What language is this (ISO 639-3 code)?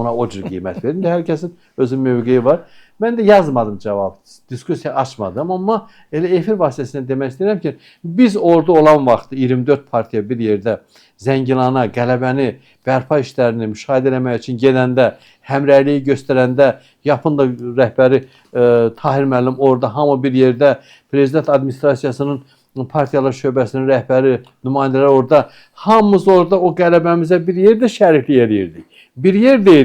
aze